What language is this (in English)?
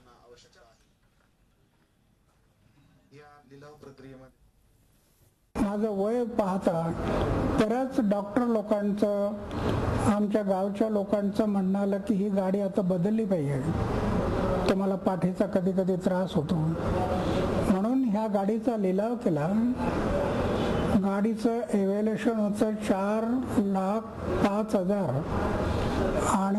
Marathi